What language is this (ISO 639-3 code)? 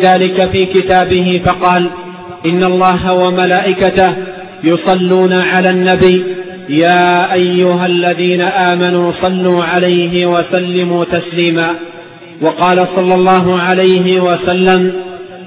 ara